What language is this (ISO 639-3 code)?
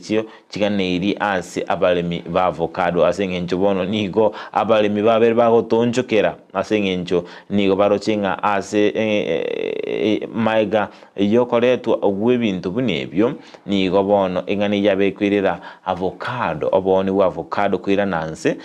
guz